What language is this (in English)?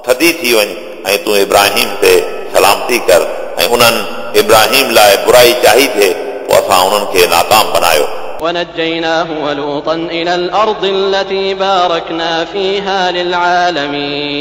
Sindhi